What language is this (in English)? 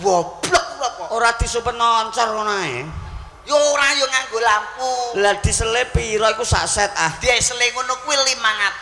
Javanese